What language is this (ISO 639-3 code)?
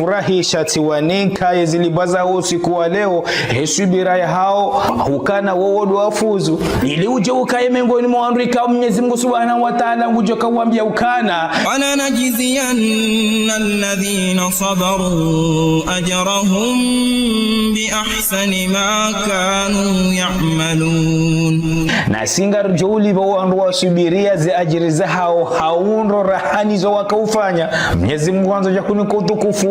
zdj